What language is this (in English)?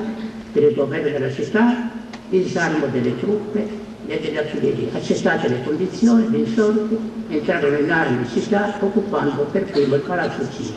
Italian